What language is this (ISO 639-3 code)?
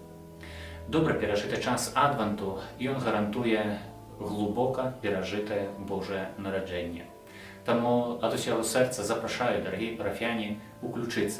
bel